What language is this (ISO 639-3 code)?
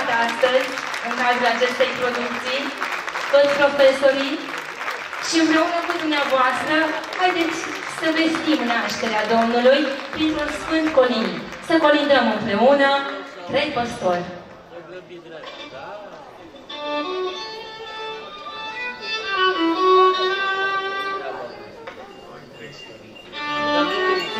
ron